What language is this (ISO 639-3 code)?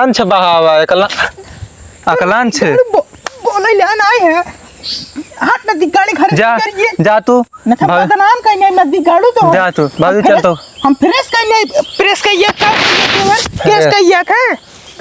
awa